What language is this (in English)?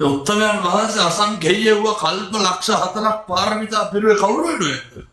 Sinhala